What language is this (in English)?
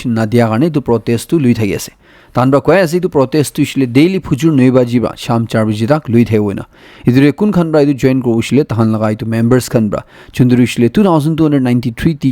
Naga Pidgin